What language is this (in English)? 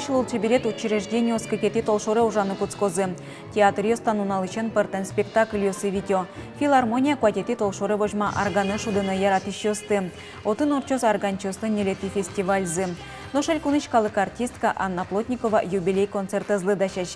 Udmurt